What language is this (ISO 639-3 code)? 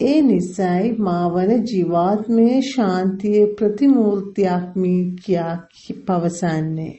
sin